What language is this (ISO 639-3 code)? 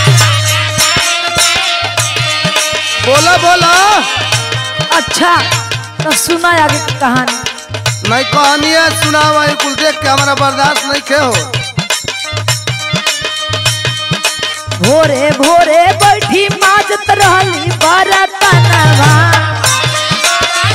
bho